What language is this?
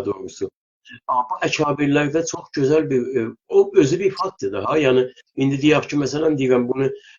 South Azerbaijani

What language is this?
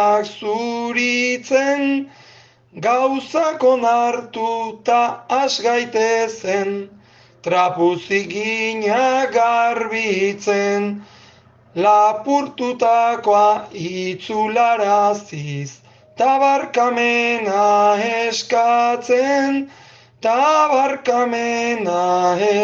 Basque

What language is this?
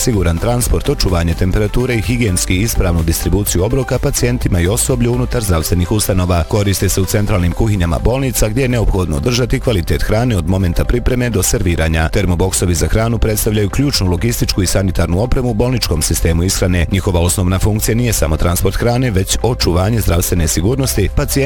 Bosnian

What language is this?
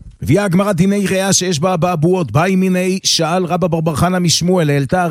Hebrew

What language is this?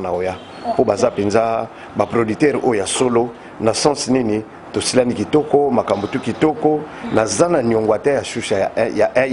Lingala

